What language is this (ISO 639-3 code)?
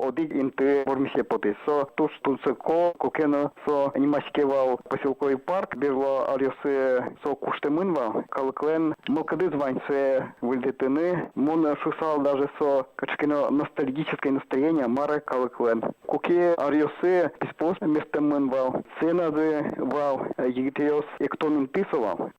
udm